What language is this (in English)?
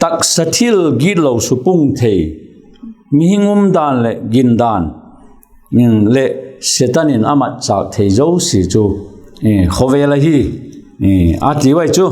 Vaiphei